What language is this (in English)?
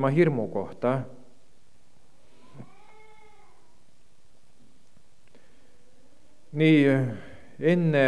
Estonian